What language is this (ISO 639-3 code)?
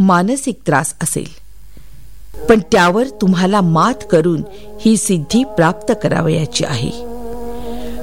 mar